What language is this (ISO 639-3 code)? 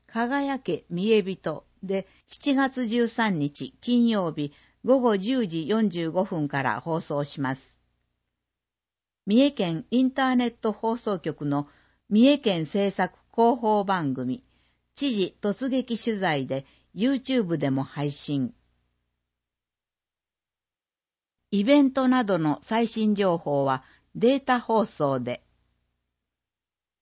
jpn